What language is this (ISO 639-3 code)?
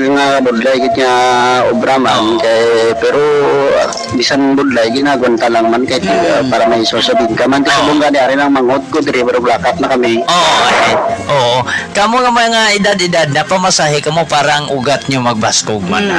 hil